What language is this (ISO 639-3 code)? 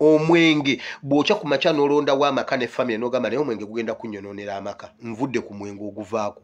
lug